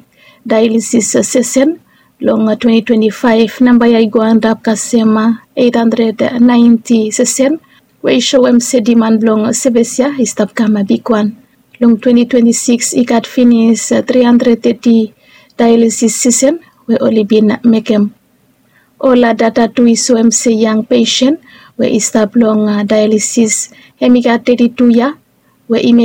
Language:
Bislama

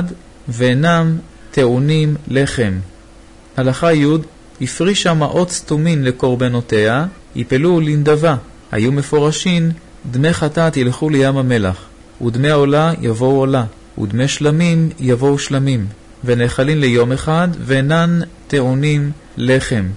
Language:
Hebrew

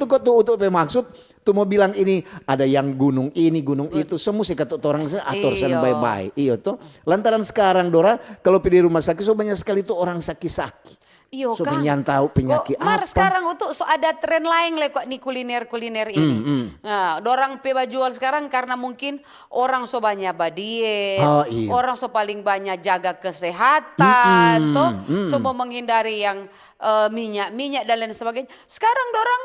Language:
Manado Malay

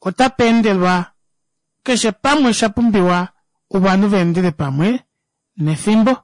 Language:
Kuanyama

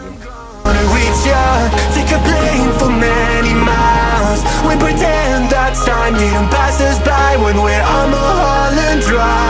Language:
Santali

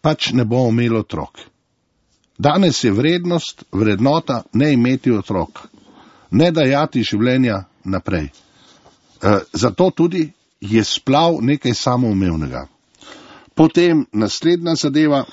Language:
Slovenian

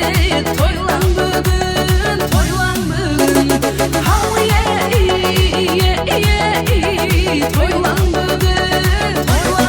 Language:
Kara-Kalpak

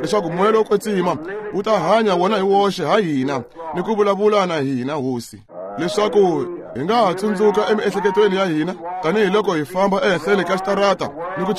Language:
Tsonga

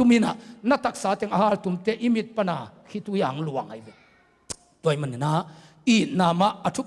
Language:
Tedim Chin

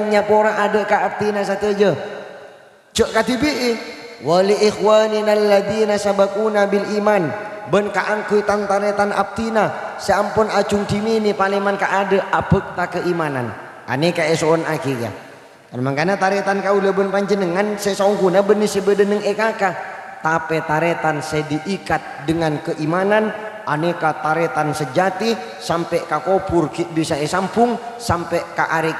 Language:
Madurese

